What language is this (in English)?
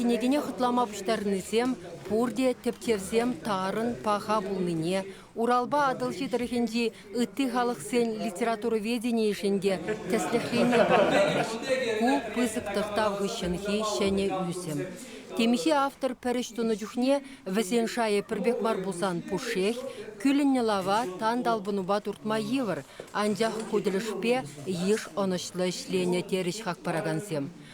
Chuvash